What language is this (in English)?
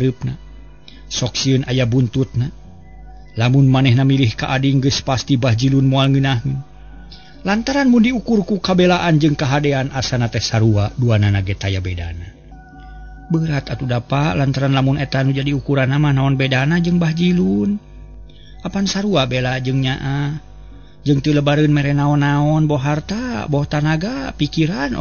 Sundanese